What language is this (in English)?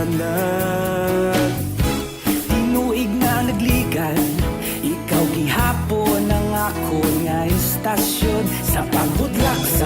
Hiligaynon